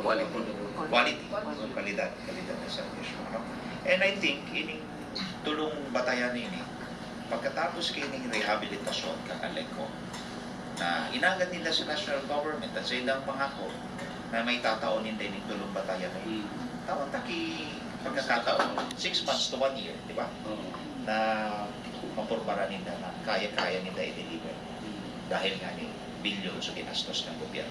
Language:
Bikol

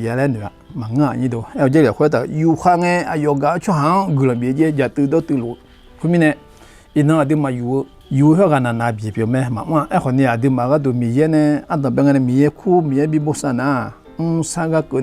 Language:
Akha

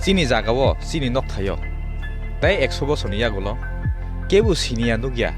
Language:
Kok Borok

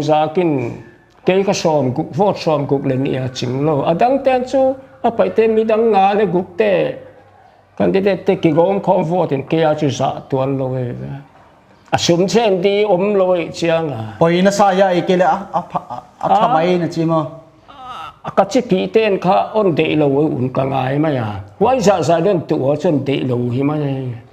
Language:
Paite Chin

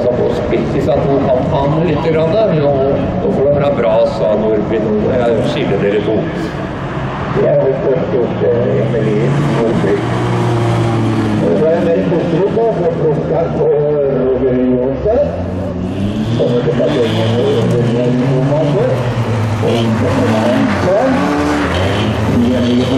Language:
Norwegian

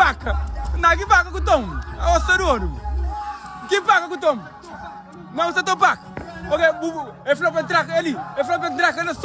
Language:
Kabuverdianu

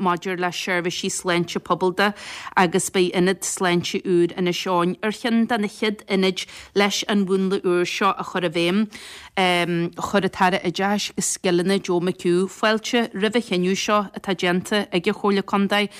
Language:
Irish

